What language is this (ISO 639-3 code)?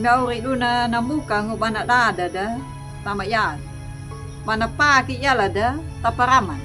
akg